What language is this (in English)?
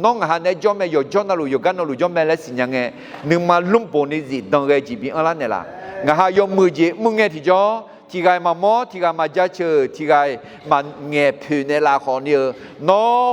Akha